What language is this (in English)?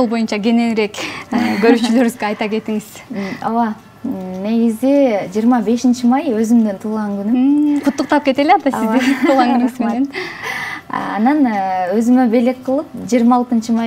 Kyrgyz